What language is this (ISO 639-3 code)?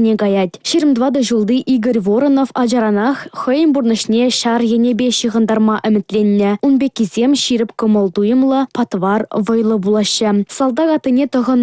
chv